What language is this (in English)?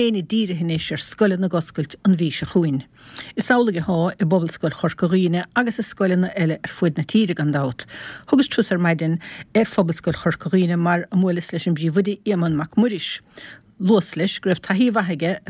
Irish